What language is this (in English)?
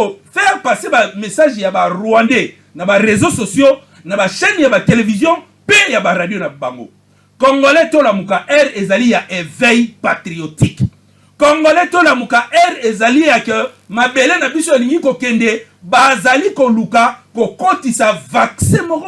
Lingala